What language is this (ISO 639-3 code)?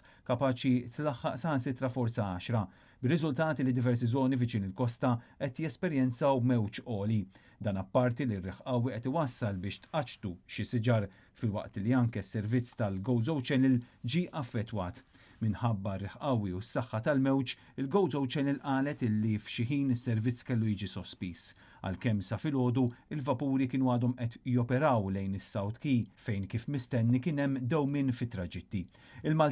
mlt